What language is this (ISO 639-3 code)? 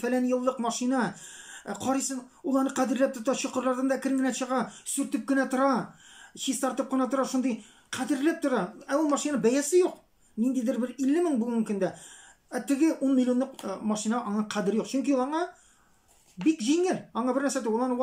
tat